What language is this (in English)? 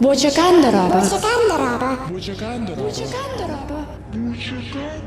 Yakut